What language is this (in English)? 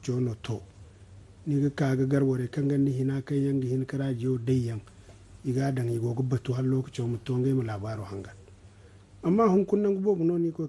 Zarma